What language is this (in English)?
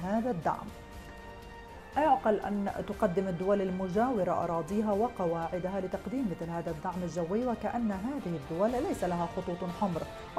Arabic